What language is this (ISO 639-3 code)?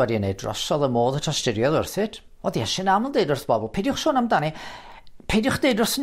cym